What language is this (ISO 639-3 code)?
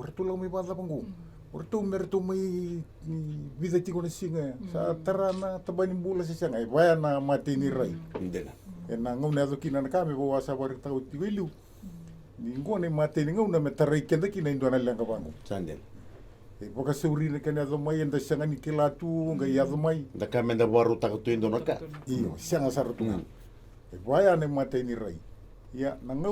fij